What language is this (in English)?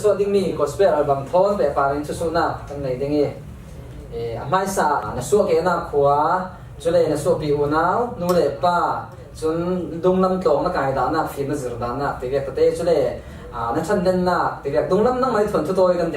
Falam Chin